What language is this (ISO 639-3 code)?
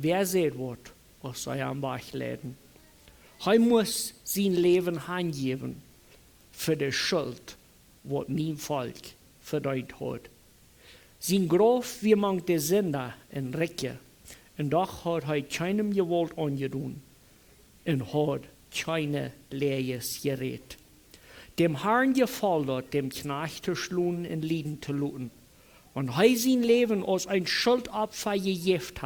pdt